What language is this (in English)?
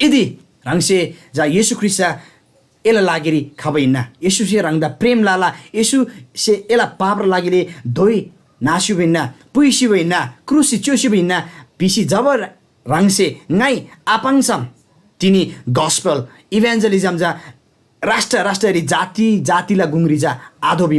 Eastern Tamang